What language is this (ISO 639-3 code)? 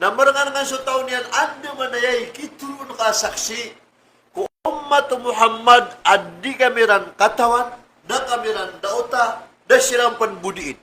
mrw